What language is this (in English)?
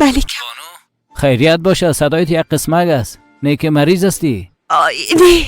Persian